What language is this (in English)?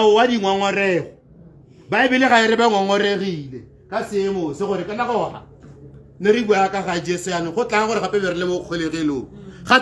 Tswana